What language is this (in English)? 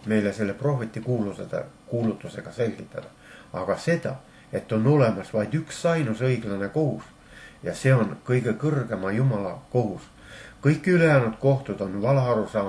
Estonian